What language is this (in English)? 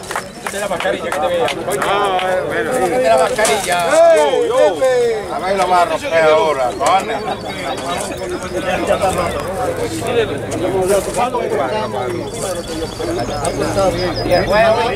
Spanish